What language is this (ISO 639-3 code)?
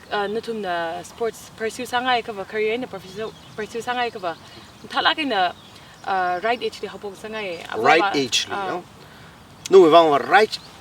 nmf